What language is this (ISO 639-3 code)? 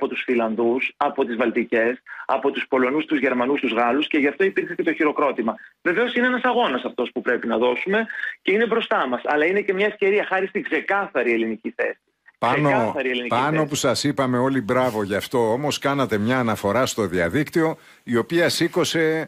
ell